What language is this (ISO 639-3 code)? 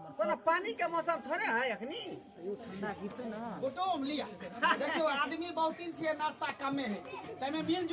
mai